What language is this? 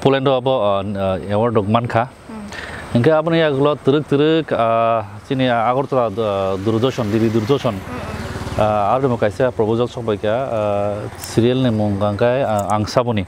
Kok Borok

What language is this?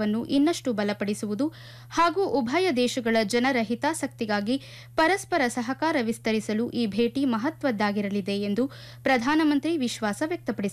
Kannada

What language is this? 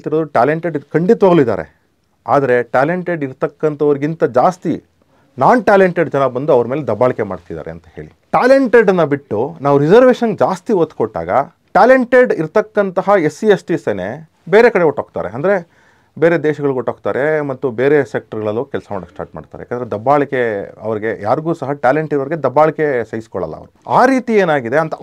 Kannada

